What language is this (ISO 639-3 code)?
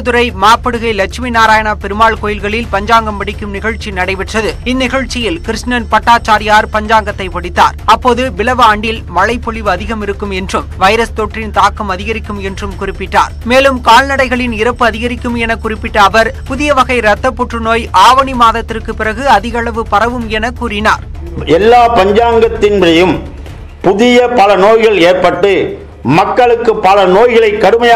tam